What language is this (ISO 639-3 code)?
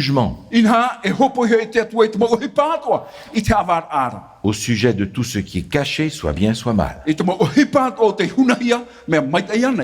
tah